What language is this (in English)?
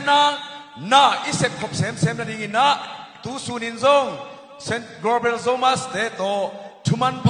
Tedim Chin